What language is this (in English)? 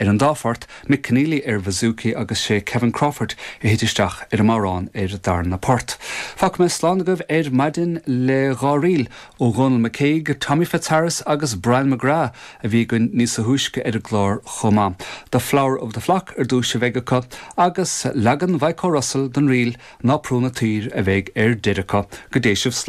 Irish